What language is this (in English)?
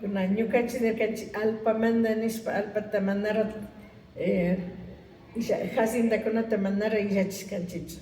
Imbabura Highland Quichua